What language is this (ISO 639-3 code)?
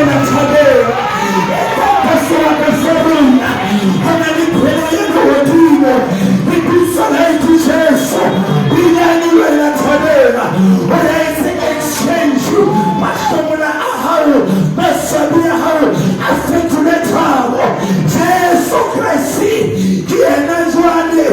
sot